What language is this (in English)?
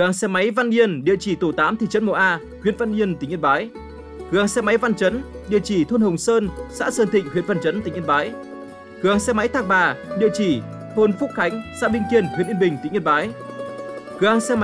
Vietnamese